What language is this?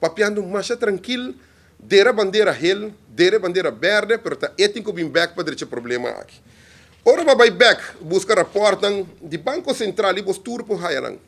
Papiamento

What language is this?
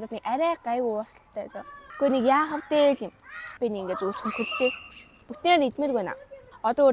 Mongolian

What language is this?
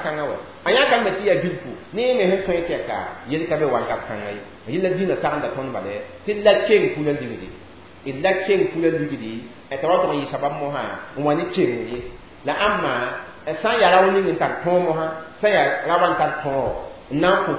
Mossi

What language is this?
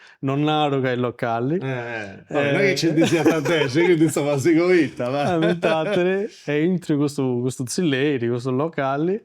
Sardinian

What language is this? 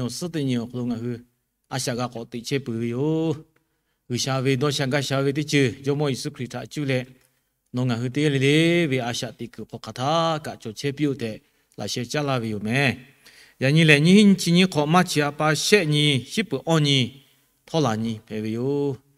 Lahu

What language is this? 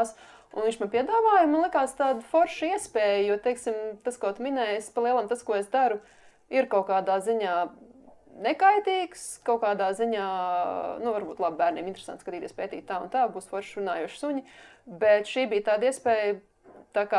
Latvian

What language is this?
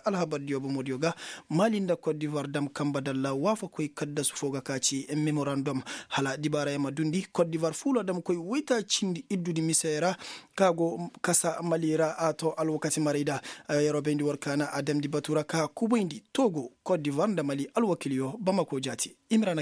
Koyraboro Senni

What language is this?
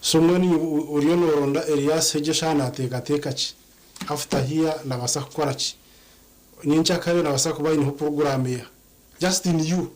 Nyankole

